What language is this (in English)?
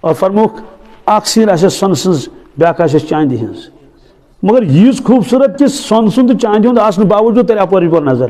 Kashmiri